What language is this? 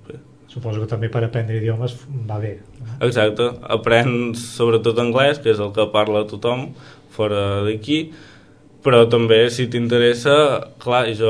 Catalan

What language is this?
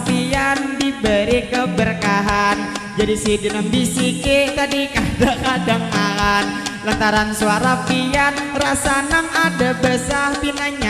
Banjar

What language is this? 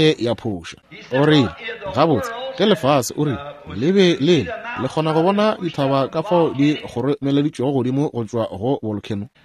Northern Sotho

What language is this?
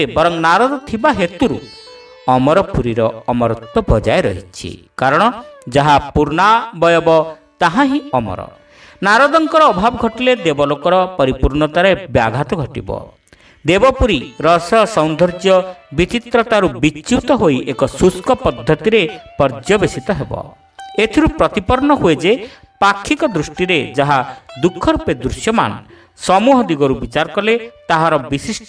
Odia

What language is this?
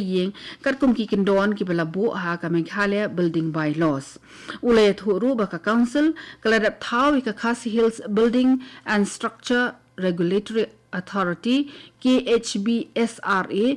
Khasi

